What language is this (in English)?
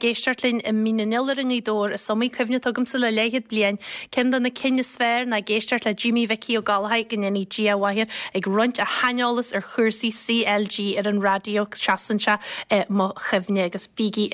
Irish